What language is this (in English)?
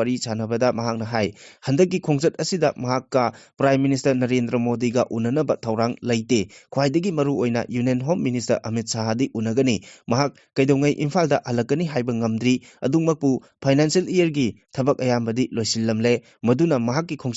Manipuri